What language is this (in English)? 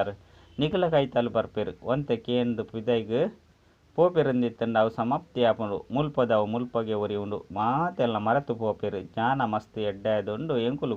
Tulu